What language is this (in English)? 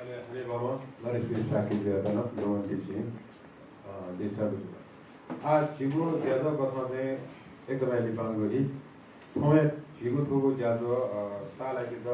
Newari